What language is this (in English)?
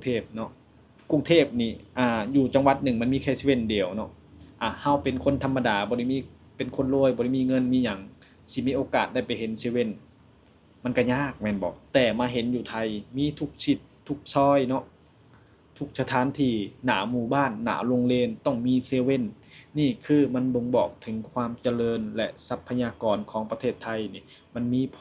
Lao